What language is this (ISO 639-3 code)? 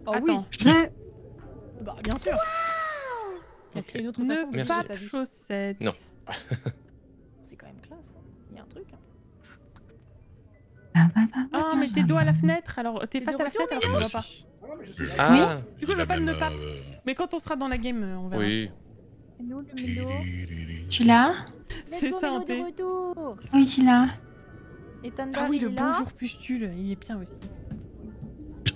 fra